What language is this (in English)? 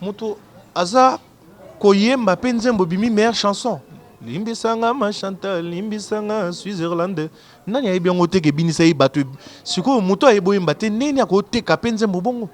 Lingala